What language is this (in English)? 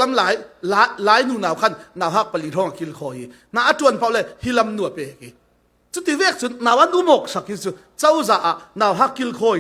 Falam Chin